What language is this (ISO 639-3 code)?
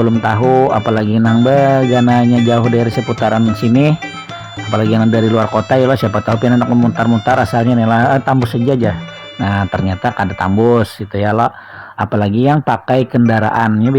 bjn